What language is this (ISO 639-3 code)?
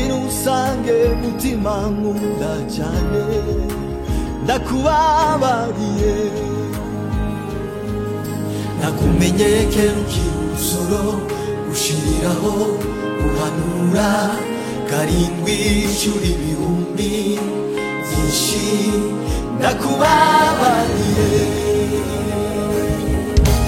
kin